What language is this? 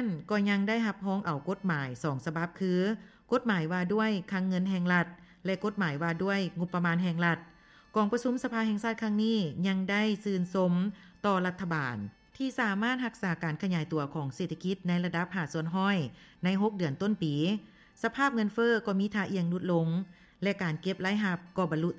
Lao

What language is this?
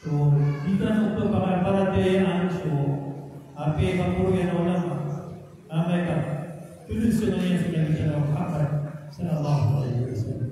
Maranao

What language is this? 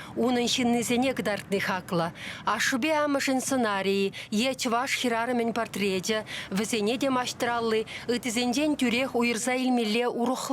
Chuvash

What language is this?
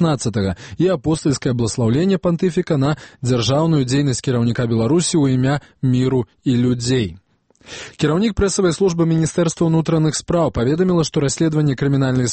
Belarusian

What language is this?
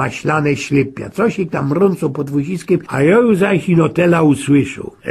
Silesian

